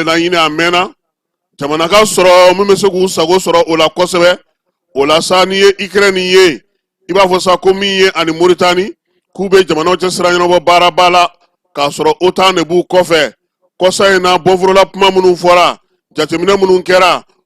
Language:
Bambara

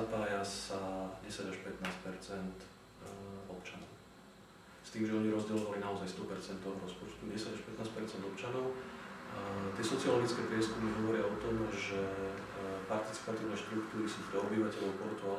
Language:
Slovak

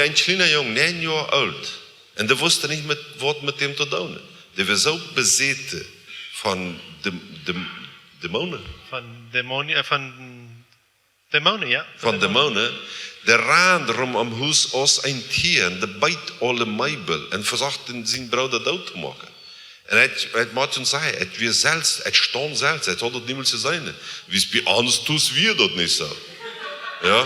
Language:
Plautdietsch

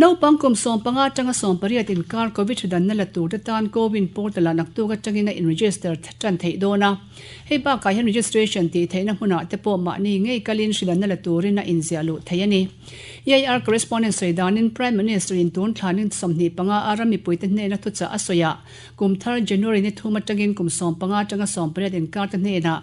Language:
Mizo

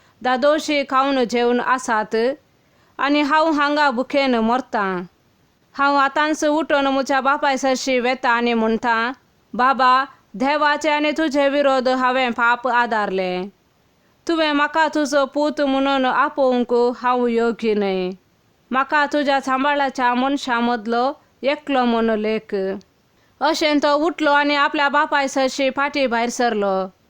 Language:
Konkani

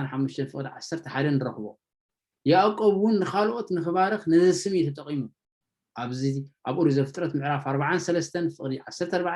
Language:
Tigrinya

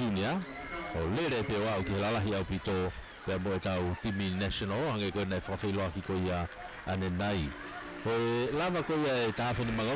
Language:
Tongan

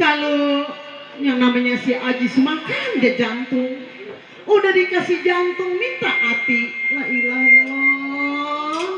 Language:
Betawi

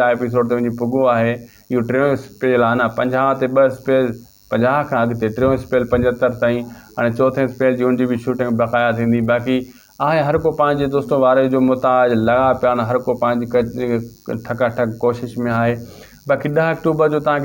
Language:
Sindhi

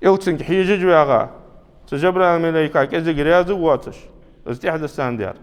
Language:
Ingush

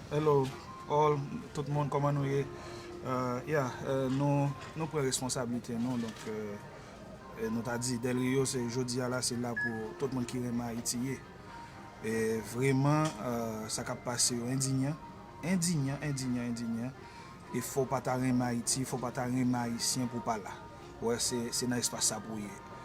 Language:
Haitian Creole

